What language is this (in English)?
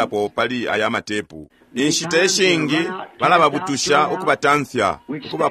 Bemba